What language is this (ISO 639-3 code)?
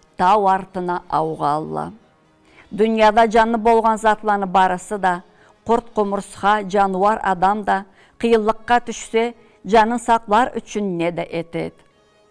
krc